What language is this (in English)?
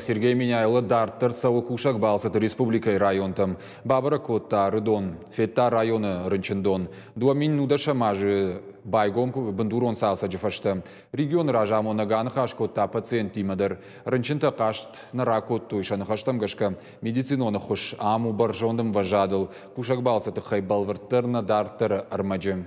Ossetic